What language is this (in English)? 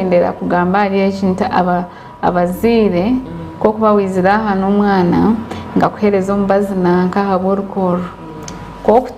Nyankole